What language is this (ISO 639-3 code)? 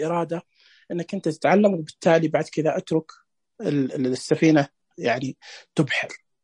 ars